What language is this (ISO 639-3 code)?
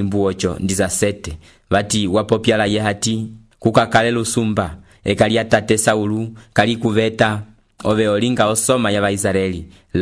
umb